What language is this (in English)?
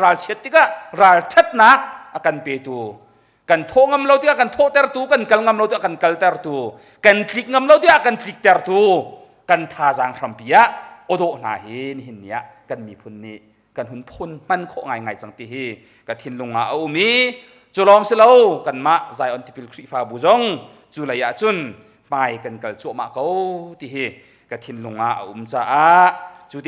Hakha Chin